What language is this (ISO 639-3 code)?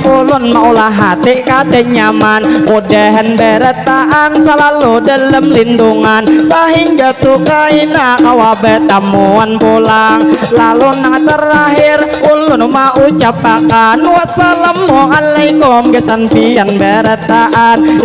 bjn